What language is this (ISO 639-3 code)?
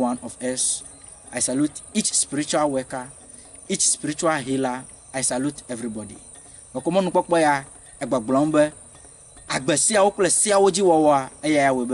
ewe